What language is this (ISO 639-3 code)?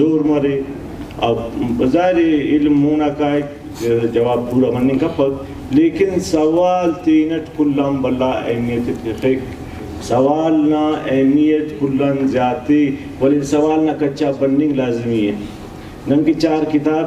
brh